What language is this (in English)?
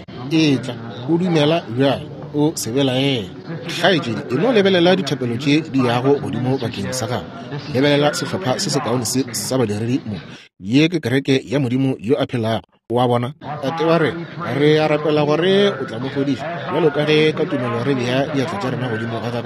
Northern Sotho